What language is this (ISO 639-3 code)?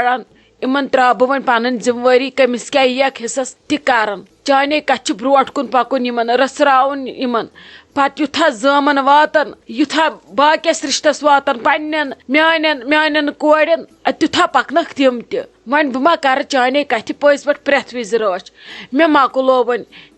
kas